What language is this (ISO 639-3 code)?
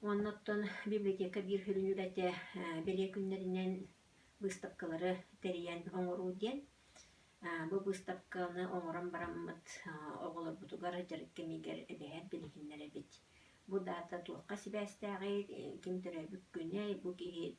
sah